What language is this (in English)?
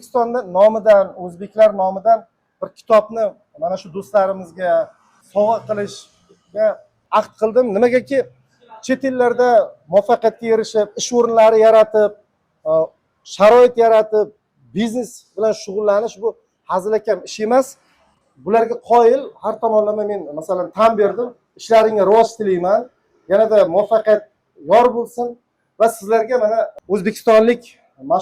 Uzbek